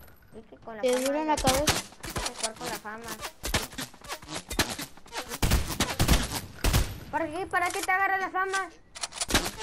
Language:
Spanish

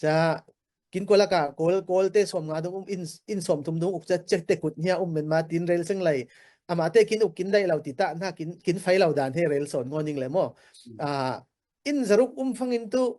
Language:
Falam Chin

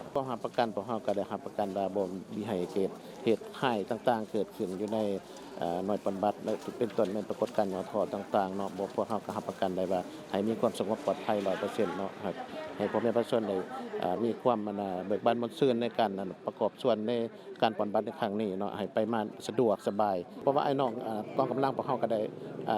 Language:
Lao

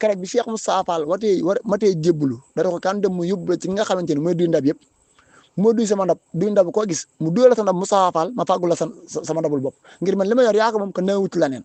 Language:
Wolof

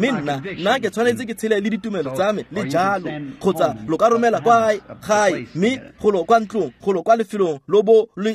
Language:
Tswana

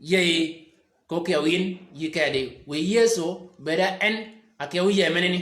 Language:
Shilluk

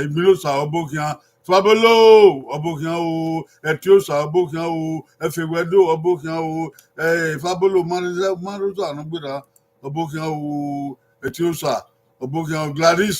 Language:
Bini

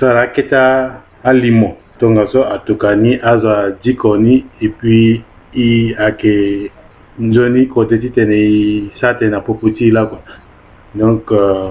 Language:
Sango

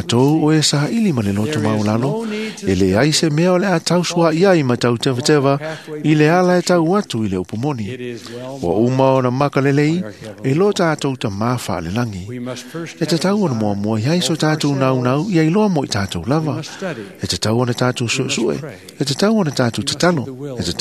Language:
Samoan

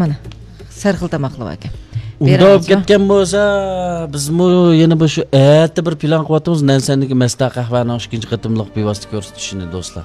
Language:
Uyghur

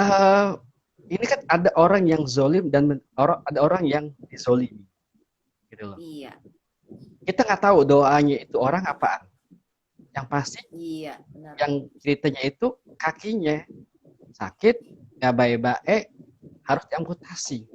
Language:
Betawi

